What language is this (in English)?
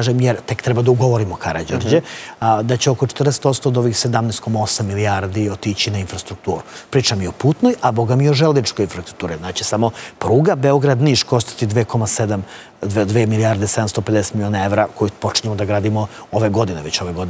Serbian